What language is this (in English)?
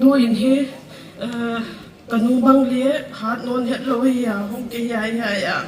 Paite Chin